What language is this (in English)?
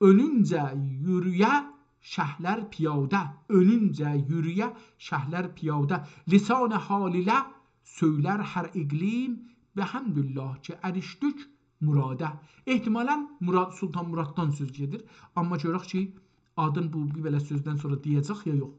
South Azerbaijani